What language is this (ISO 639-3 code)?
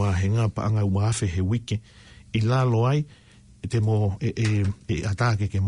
ton